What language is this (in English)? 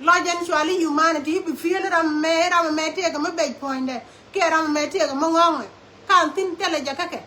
Nuer